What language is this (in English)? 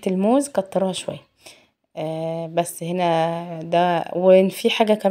Egyptian Arabic